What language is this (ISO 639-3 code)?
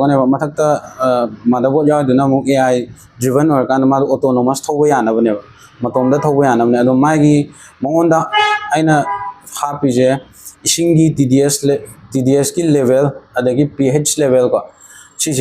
mni